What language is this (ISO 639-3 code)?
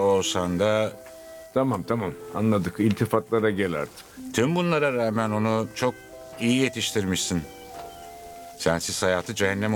tur